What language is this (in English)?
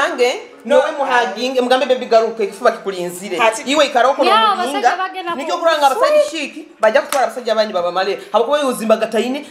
Nyoro